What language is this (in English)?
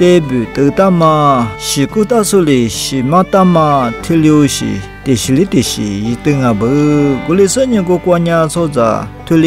Lisu